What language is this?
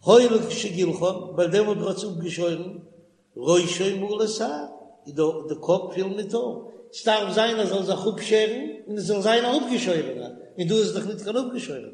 Yiddish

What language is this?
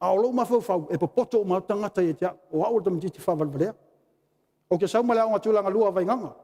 Samoan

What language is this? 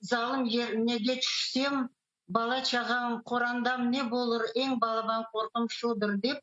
Crimean Tatar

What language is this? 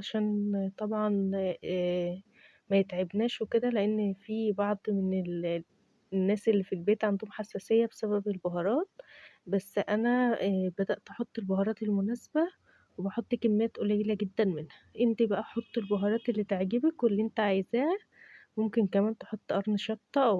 Egyptian Arabic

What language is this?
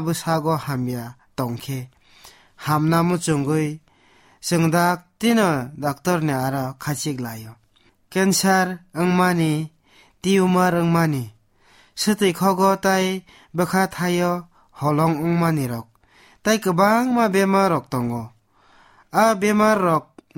Kok Borok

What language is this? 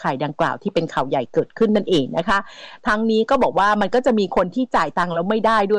Thai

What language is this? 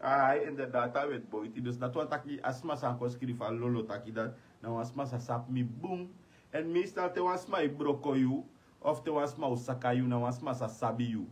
Sranan Tongo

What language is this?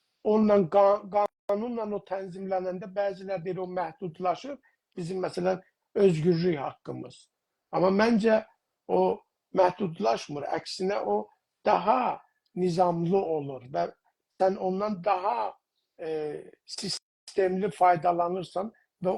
South Azerbaijani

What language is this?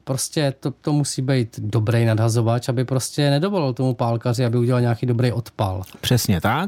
Czech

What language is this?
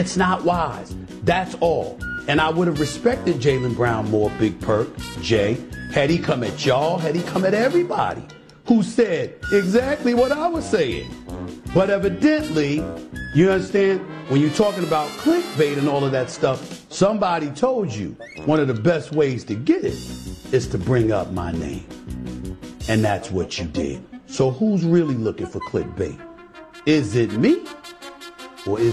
English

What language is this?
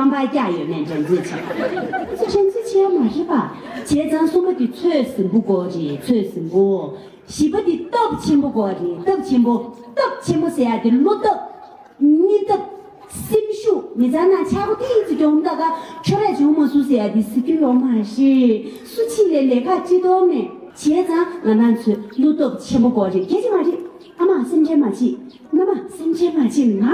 Tibetan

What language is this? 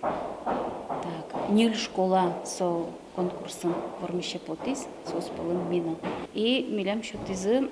Udmurt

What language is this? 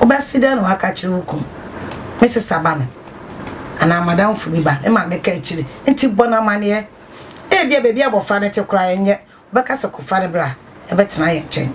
Akan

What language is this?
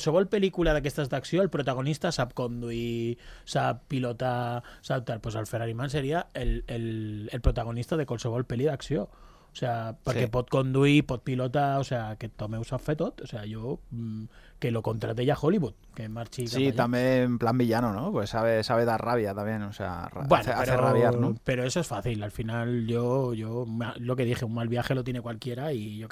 Catalan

